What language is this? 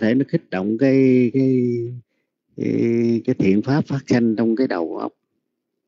Vietnamese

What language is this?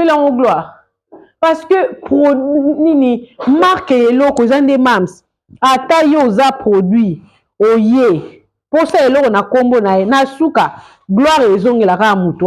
Lingala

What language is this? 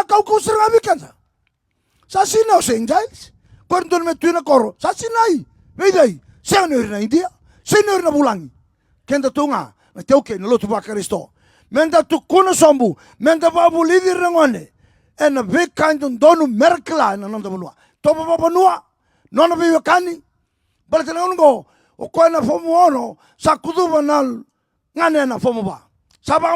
Fijian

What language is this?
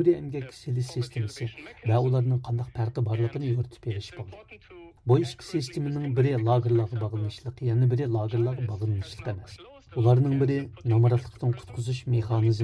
Uyghur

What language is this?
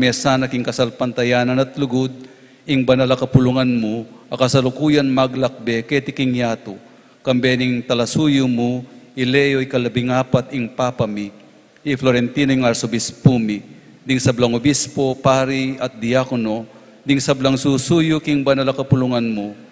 Pampanga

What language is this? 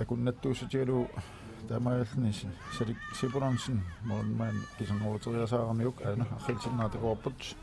Kalaallisut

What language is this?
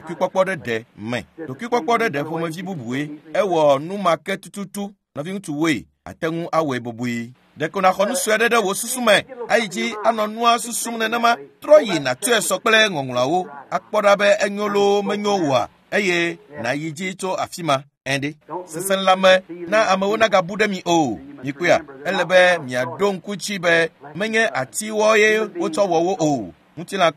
Ewe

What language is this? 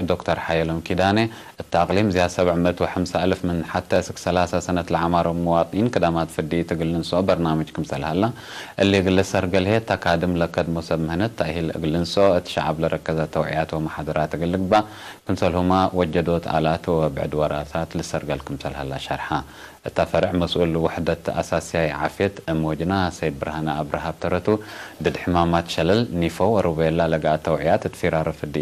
Tigre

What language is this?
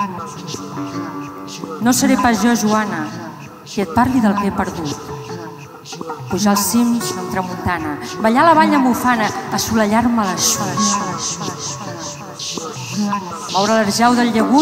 Catalan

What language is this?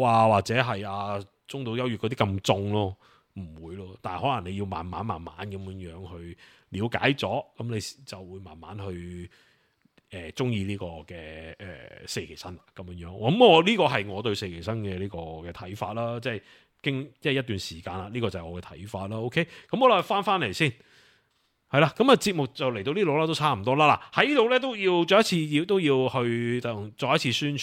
Cantonese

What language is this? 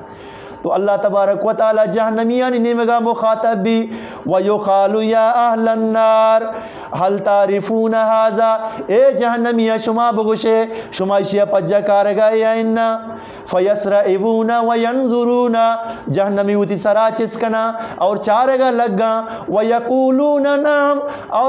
Eastern Balochi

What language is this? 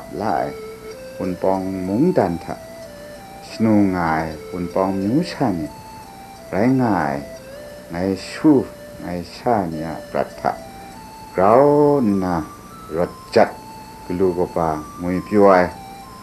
Kachin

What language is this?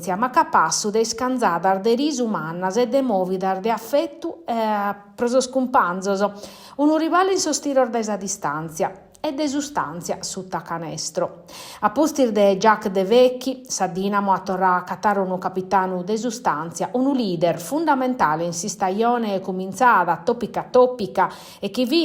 Sardinian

